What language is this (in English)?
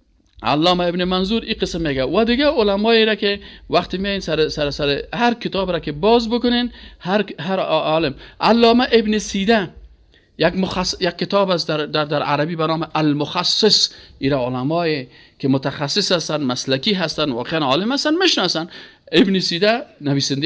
Persian